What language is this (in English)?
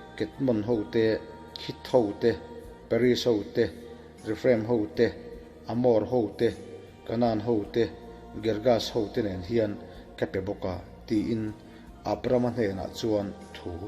Mizo